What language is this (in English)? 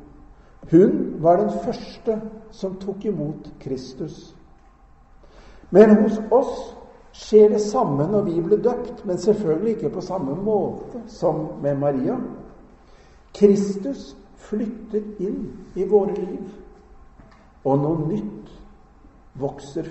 Norwegian